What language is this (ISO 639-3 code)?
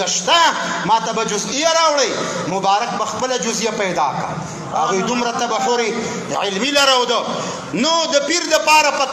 pus